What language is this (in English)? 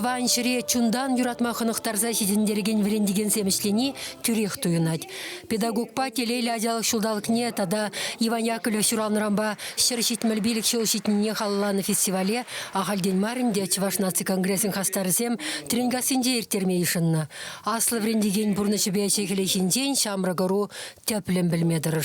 Chuvash